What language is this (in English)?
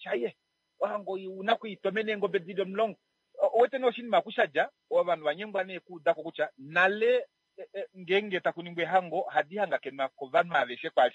Kuanyama